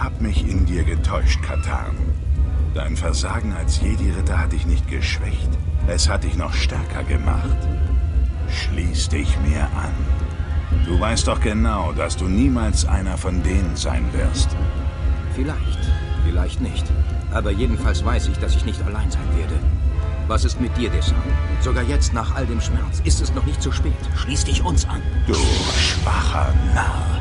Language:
Bavarian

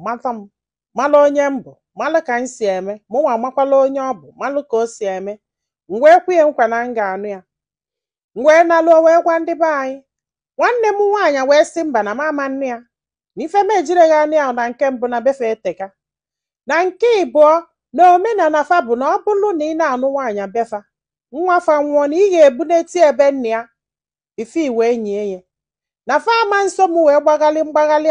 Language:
Igbo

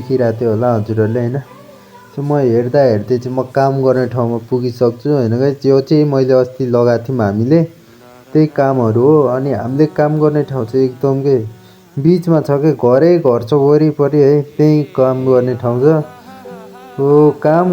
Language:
Nepali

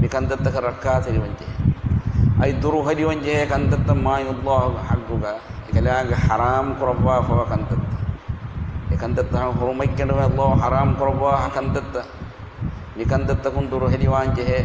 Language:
Divehi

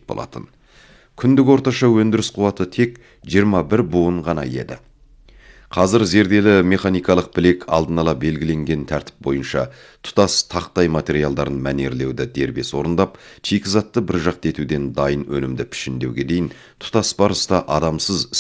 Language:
Kazakh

